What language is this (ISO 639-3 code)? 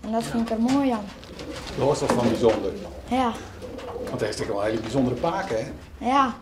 fry